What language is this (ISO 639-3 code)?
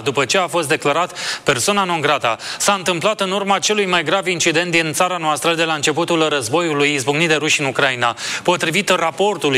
ron